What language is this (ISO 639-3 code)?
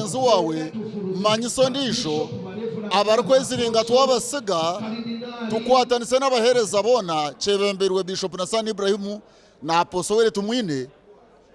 nyn